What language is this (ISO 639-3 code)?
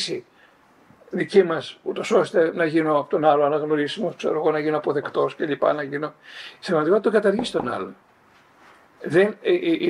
ell